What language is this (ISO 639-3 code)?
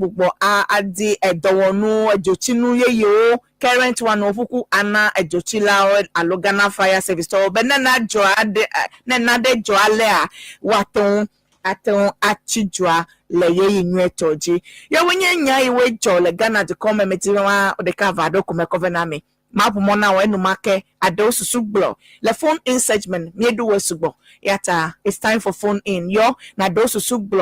ewe